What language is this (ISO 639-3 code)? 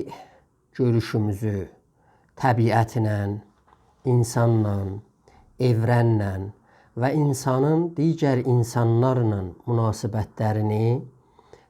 azb